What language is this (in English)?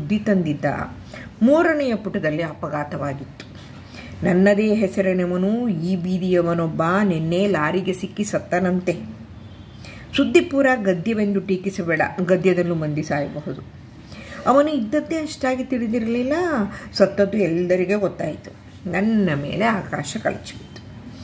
Kannada